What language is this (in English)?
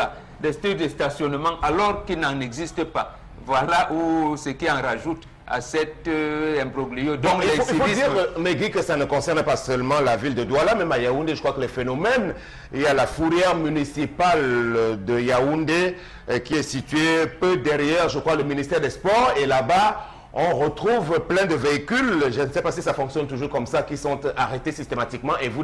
French